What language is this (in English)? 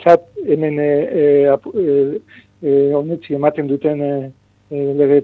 Basque